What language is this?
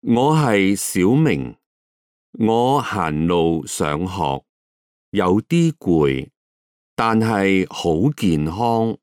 Cantonese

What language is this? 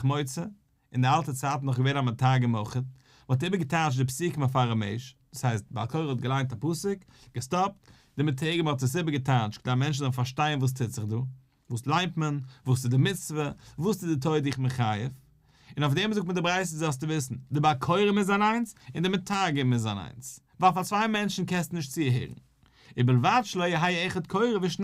Yiddish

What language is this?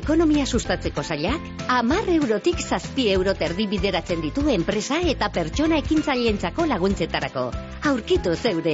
Basque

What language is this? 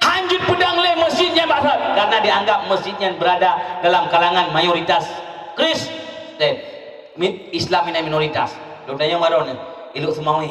Achinese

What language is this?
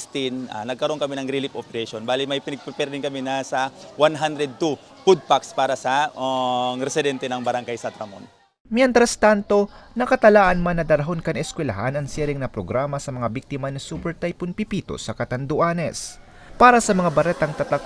Bikol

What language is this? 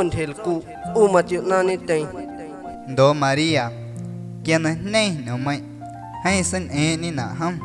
Guerrero Amuzgo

